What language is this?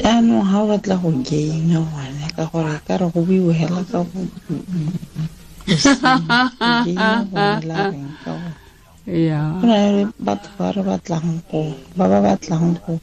Tswana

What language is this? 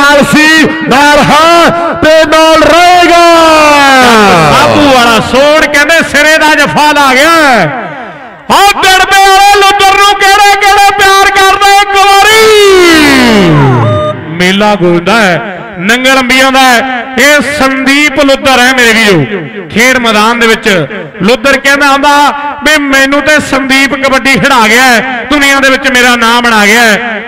Punjabi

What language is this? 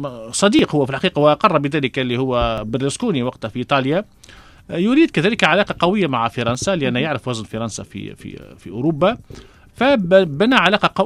Tunisian Arabic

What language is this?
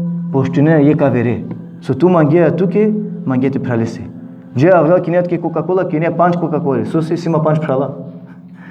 Balkan Romani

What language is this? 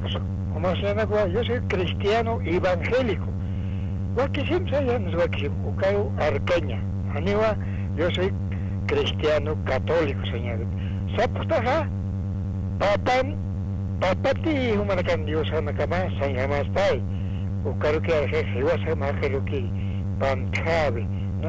Aymara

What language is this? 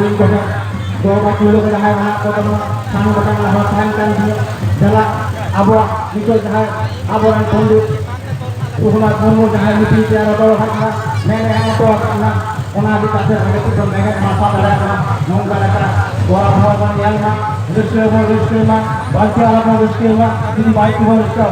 Santali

